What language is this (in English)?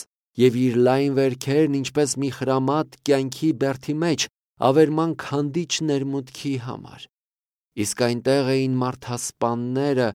Armenian